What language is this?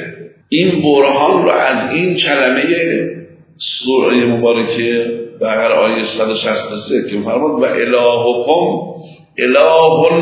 Persian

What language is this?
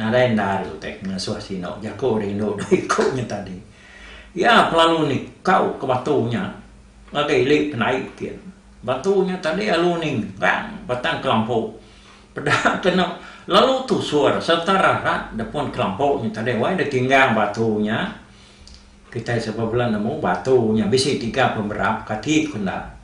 Iban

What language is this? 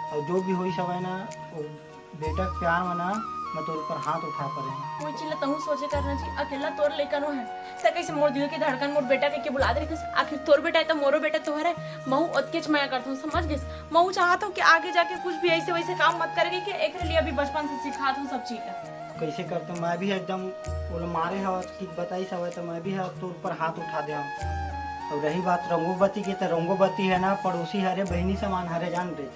Chhattisgarhi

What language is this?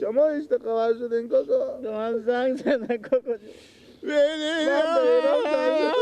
Persian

